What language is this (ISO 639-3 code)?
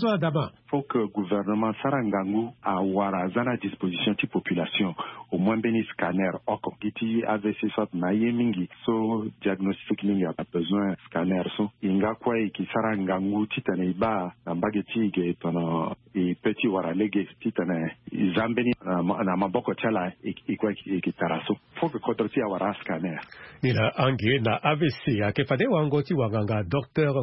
sag